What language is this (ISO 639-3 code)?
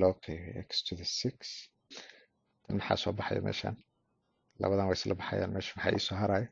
som